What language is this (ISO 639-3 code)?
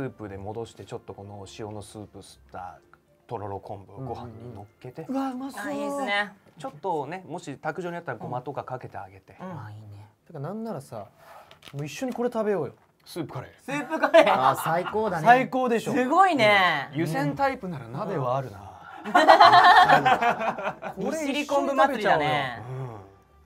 jpn